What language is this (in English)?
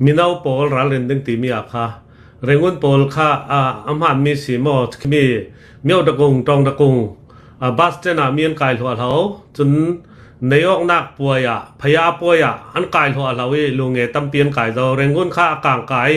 Hakha Chin